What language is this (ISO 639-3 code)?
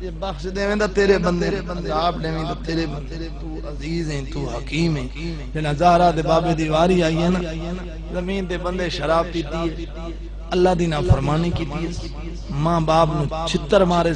skr